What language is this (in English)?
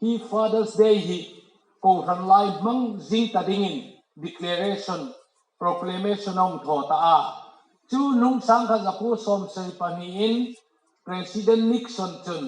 Hmar